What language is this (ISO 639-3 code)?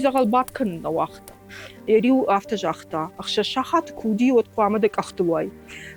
oss